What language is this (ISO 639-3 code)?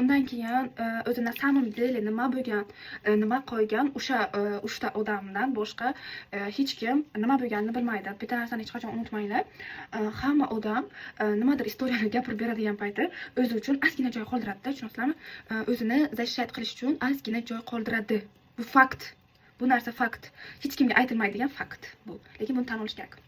uzb